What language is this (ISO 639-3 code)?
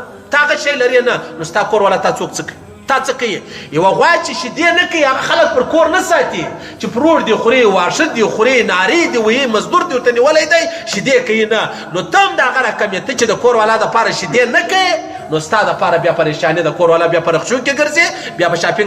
pus